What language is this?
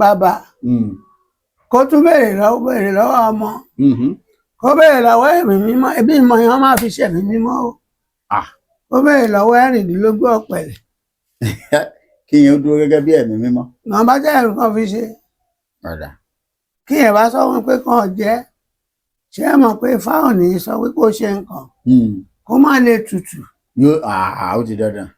Yoruba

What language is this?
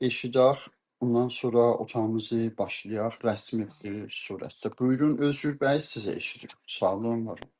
South Azerbaijani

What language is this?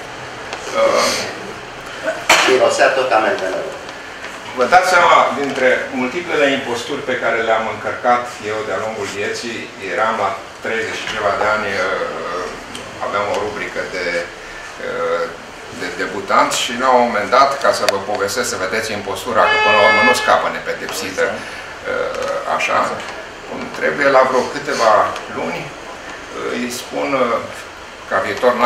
Romanian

